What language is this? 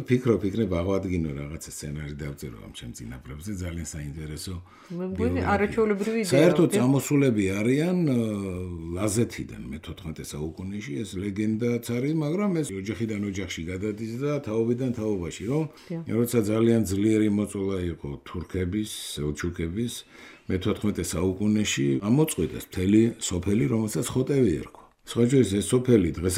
Georgian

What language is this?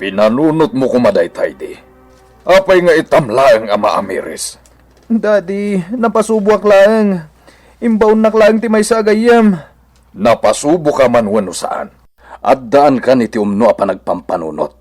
Iloko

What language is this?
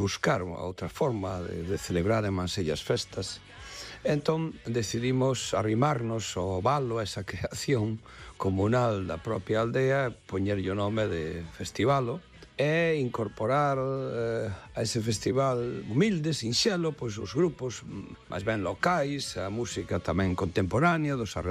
Galician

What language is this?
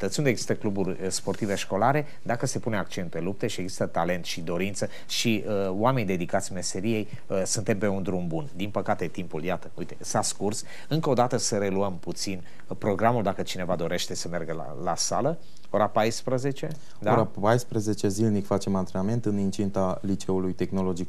Romanian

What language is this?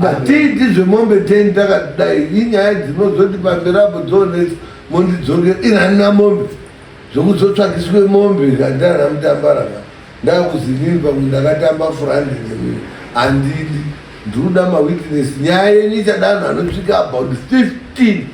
Shona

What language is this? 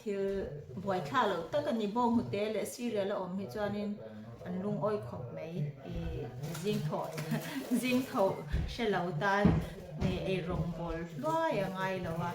Mizo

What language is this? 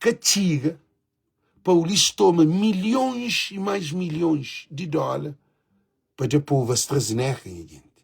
Kabuverdianu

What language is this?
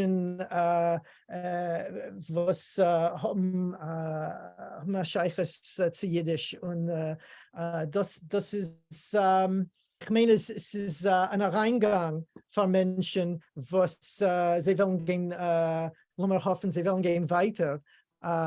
Yiddish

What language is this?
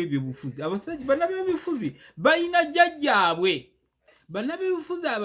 Ganda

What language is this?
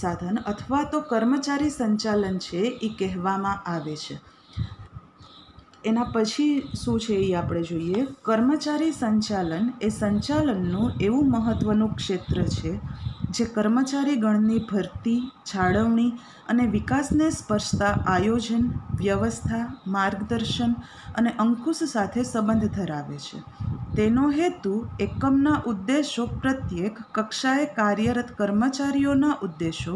Gujarati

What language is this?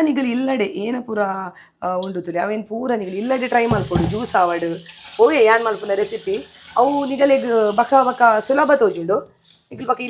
Tulu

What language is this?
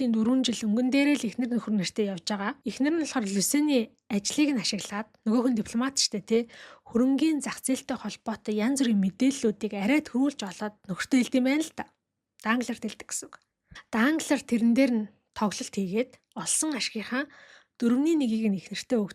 Mongolian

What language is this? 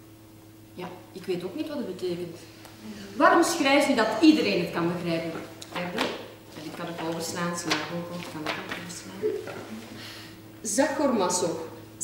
Dutch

